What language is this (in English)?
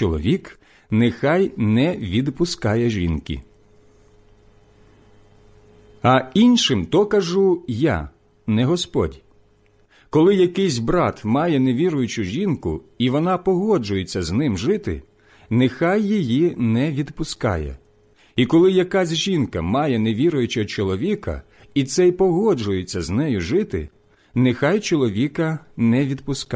Ukrainian